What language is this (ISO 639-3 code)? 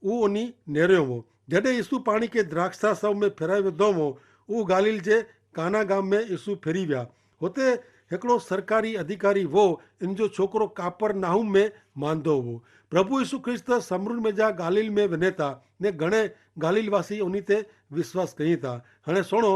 kfr